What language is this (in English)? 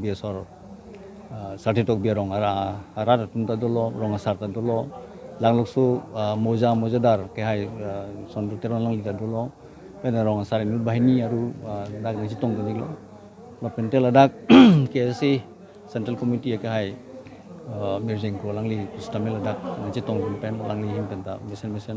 Karbi